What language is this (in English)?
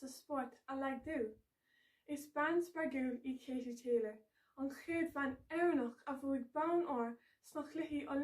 Irish